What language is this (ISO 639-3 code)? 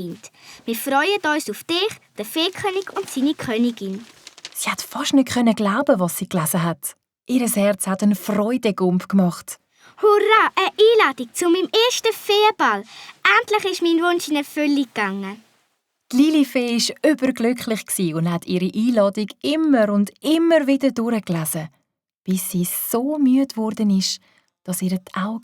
gsw